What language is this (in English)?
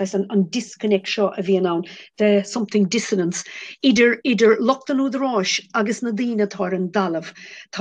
Irish